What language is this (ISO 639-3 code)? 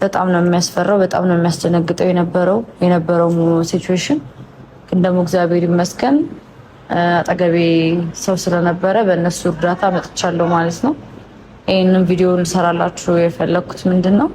amh